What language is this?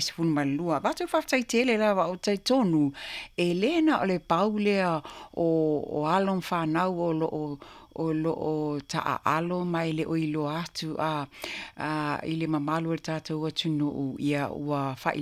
Samoan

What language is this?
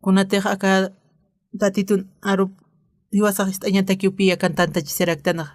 Aymara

